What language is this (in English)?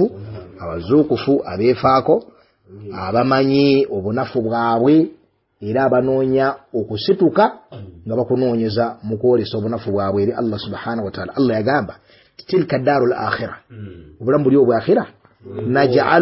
Ganda